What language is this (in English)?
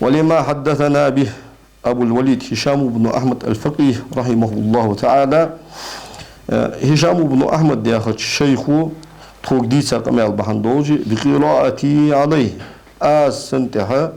Ingush